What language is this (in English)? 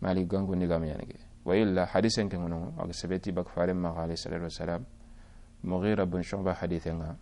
Soninke